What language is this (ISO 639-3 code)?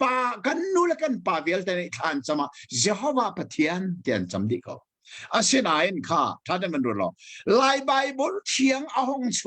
cnh